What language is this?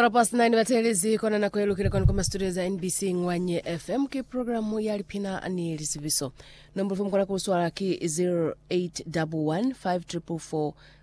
Lozi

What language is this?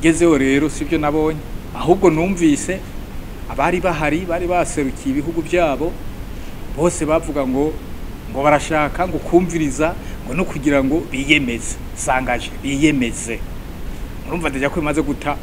Rundi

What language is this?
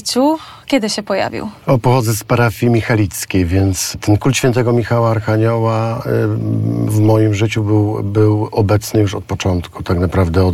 Polish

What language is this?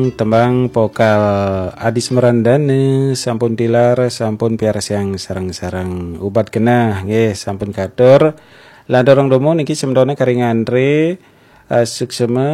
Balinese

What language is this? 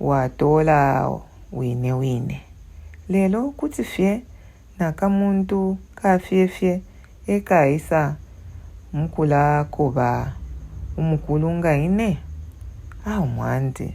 Bemba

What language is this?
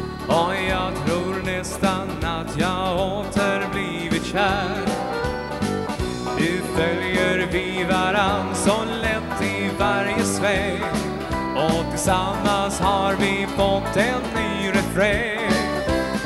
Swedish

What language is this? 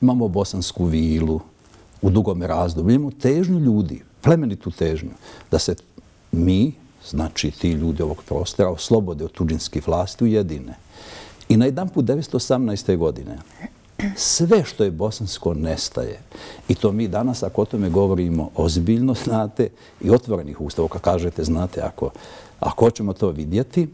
Bosnian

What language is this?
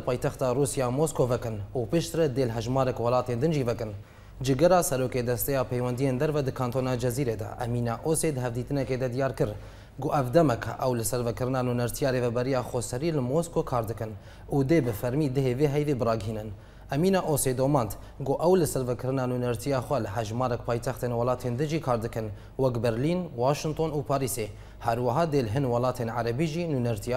Kurdish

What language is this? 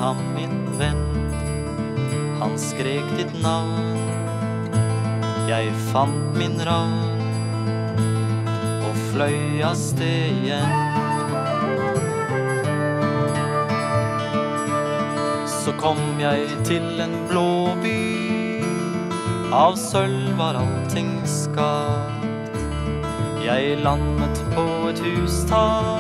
Norwegian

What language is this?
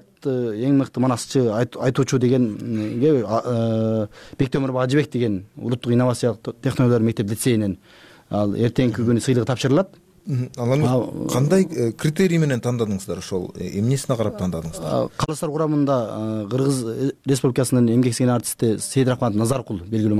Kyrgyz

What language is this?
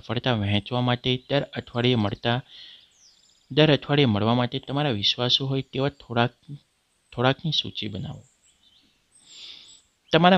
Gujarati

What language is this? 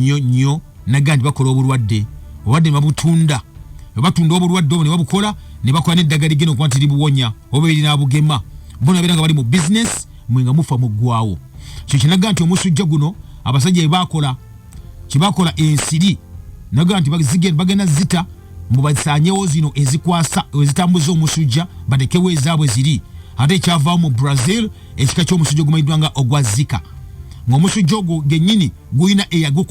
Ganda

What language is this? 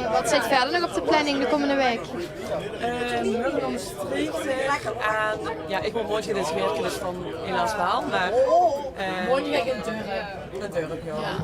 Limburgish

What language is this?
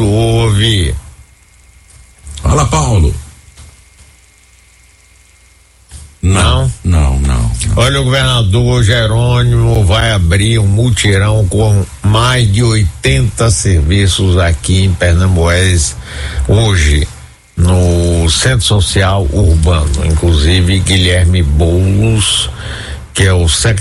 Portuguese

